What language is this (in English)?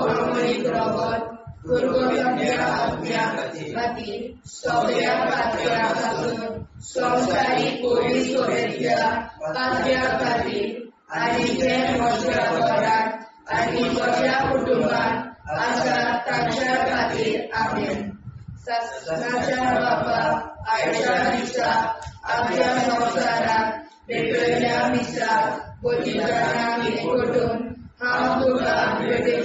Konkani